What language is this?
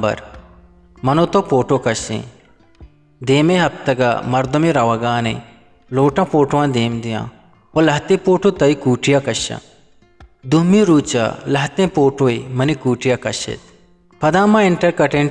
Eastern Balochi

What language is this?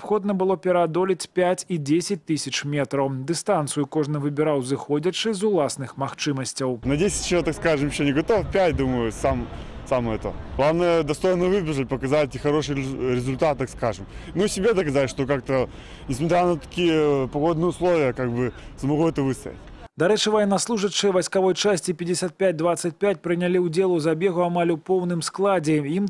Belarusian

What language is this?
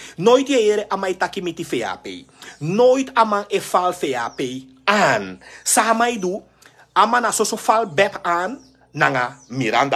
Sranan Tongo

